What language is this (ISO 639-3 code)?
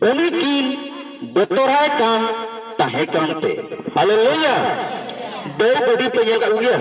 sat